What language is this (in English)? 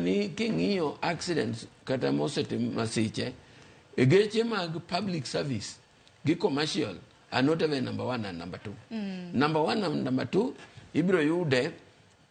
Luo (Kenya and Tanzania)